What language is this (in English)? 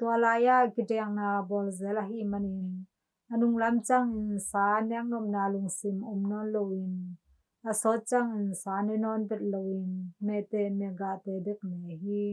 Tedim Chin